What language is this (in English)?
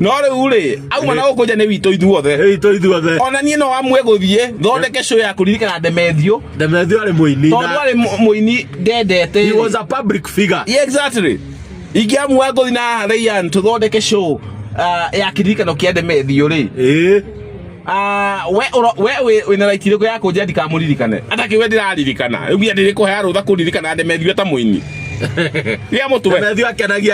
Kikuyu